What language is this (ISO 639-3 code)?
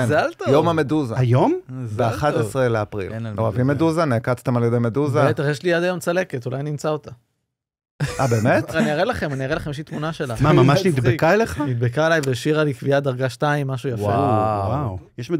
heb